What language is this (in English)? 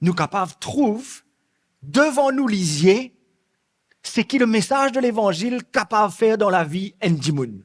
Morisyen